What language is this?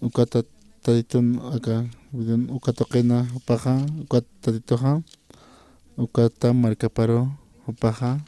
Aymara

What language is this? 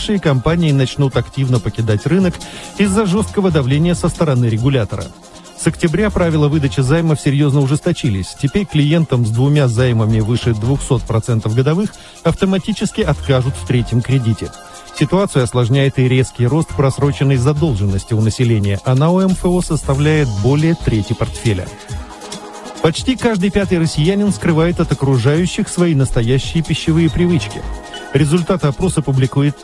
Russian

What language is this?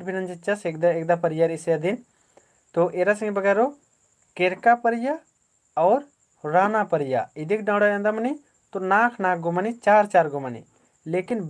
Kurukh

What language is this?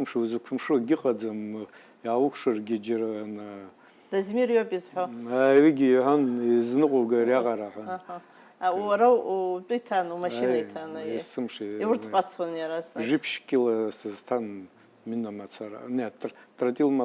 Abkhazian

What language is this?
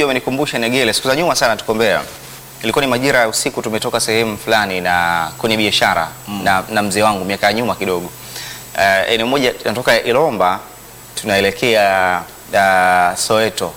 Swahili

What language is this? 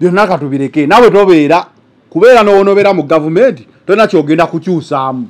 Ganda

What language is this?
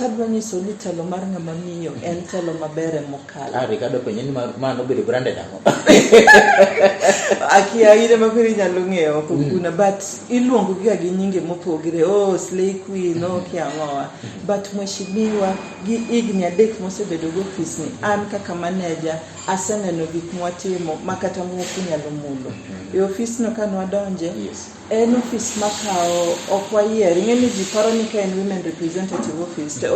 Luo (Kenya and Tanzania)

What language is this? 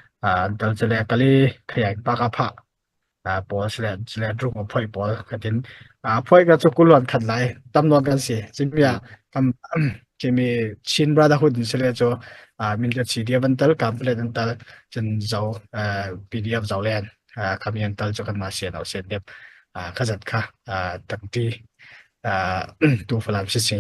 Hakha Chin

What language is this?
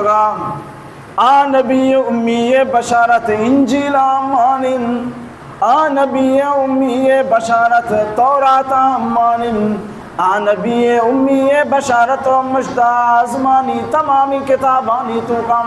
Baluchi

